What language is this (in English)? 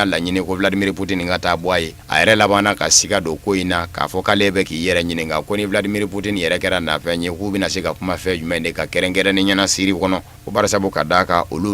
Bambara